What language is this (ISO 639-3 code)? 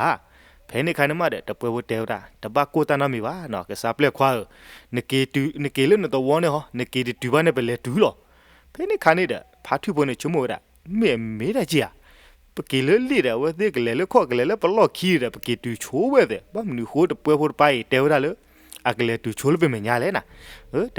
ksw